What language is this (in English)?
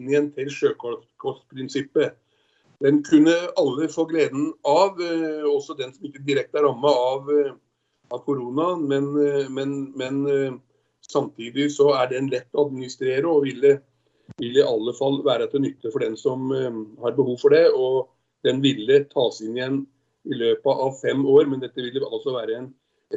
Norwegian